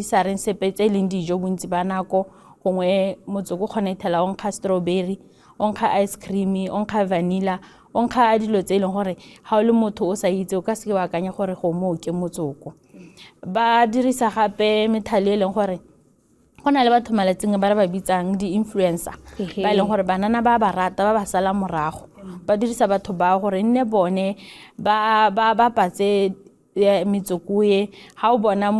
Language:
Tswana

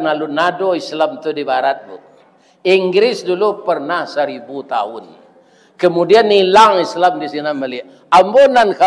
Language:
Minangkabau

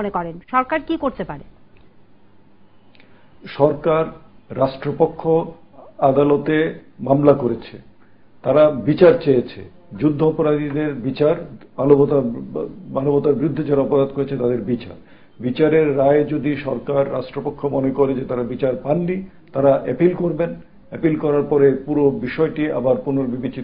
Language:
Bangla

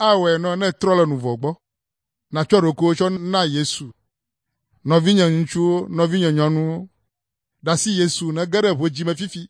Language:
Ewe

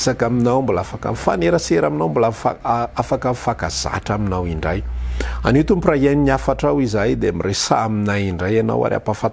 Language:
Malagasy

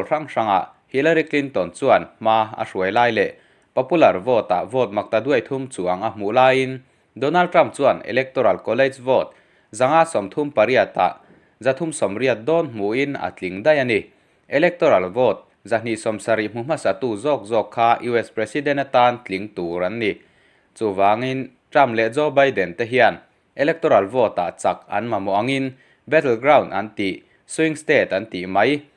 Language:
Mizo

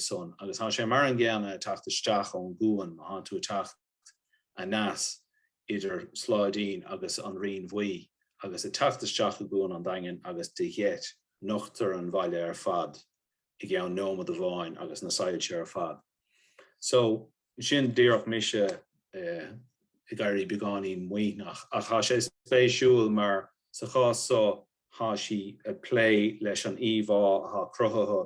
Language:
Irish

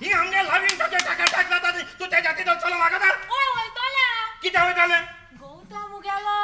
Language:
Konkani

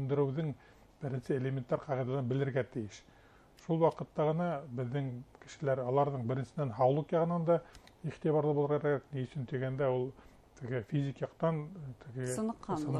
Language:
Bashkir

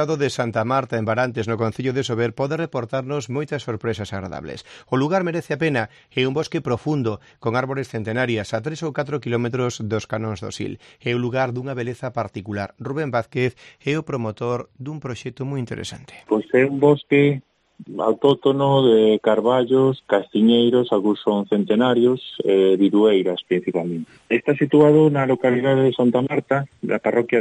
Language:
Galician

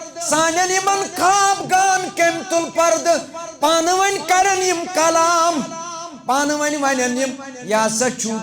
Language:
Kashmiri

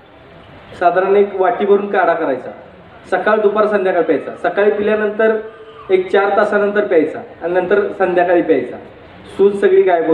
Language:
Marathi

